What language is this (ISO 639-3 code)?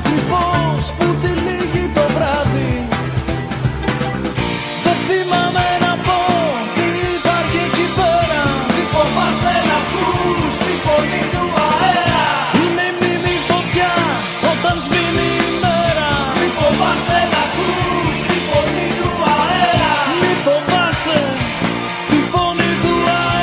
ell